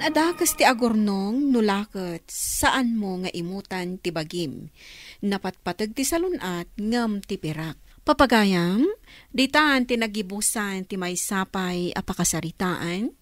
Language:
Iloko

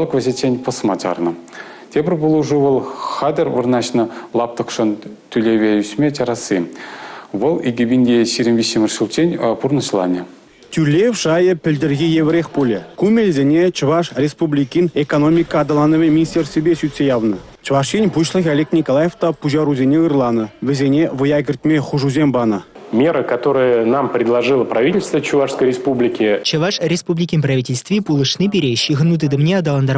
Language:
Chuvash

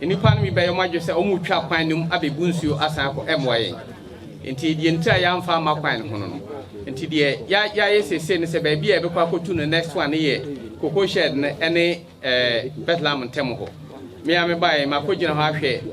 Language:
Akan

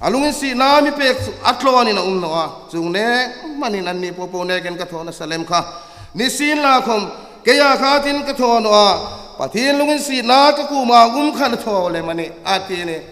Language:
Hmar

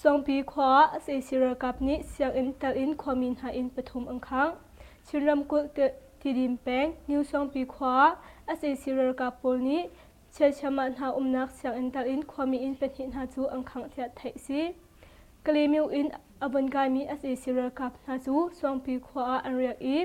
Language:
Hakha Chin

